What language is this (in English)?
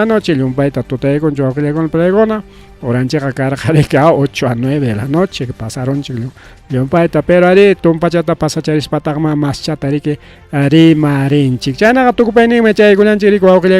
Ayacucho Quechua